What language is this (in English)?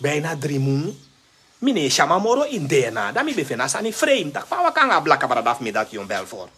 Sranan Tongo